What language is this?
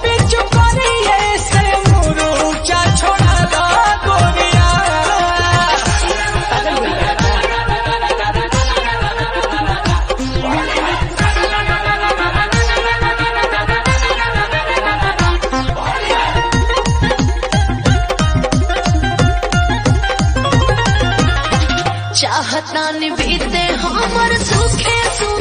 Bhojpuri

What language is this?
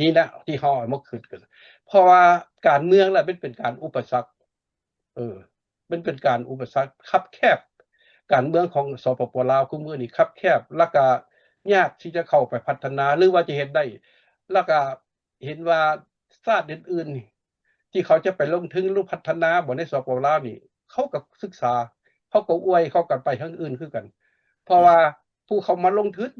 Lao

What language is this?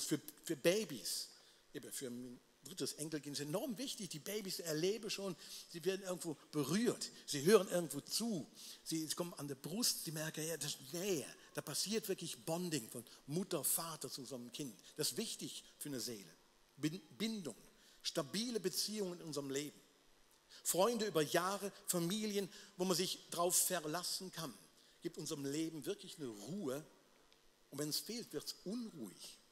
Swiss German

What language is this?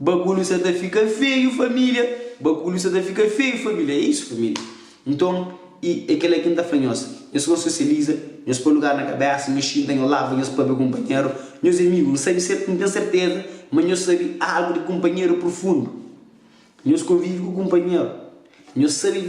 Kabuverdianu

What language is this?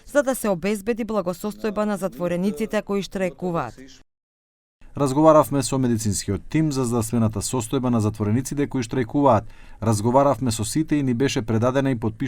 Macedonian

